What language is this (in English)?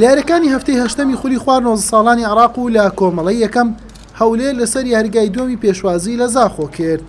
Central Kurdish